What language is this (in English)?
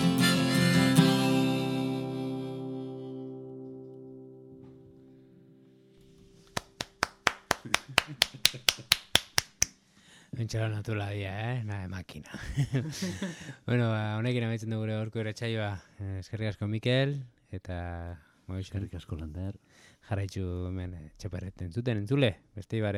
Basque